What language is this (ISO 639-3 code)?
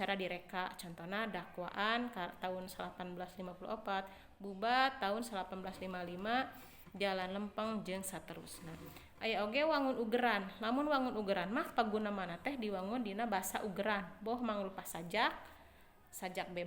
sun